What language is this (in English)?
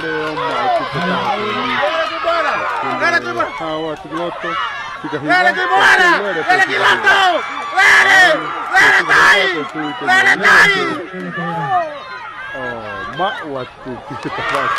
Tongan